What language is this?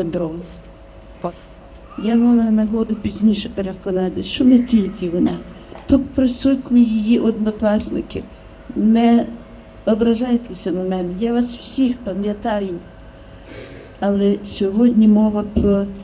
Ukrainian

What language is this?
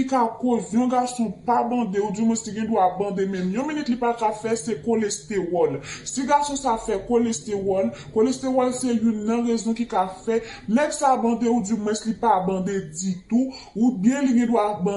Haitian Creole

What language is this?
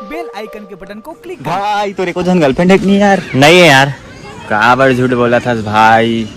Chhattisgarhi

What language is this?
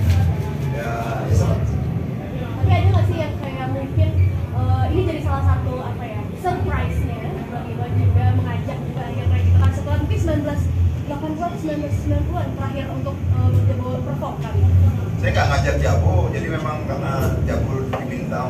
Indonesian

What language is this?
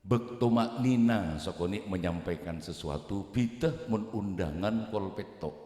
Madurese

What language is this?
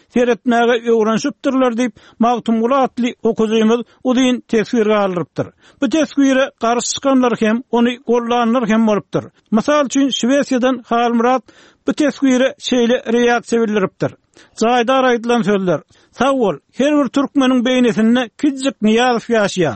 Turkmen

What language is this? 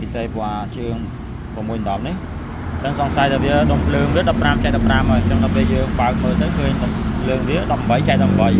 Khmer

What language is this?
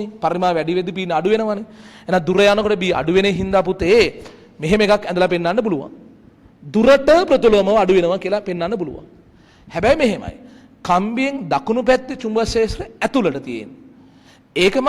Sinhala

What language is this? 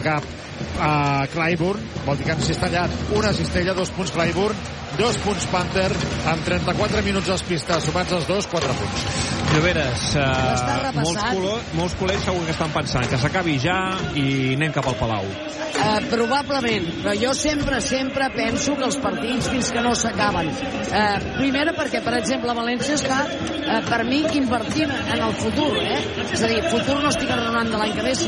Catalan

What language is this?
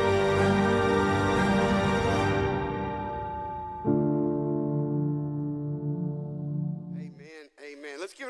English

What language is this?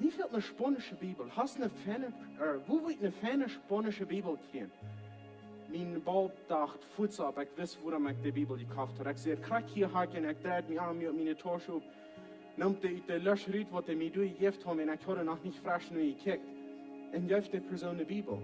Plautdietsch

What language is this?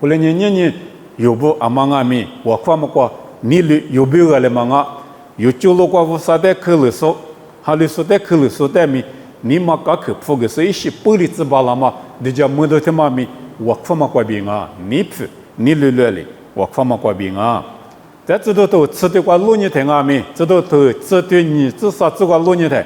Lisu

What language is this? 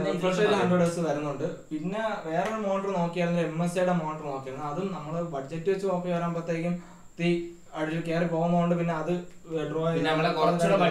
Malayalam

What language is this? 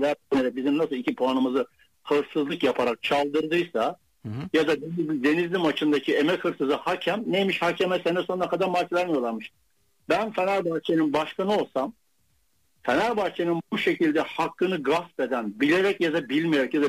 Turkish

